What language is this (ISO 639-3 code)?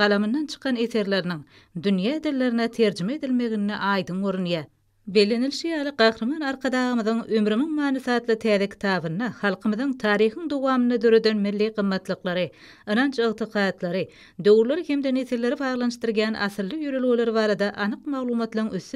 tuk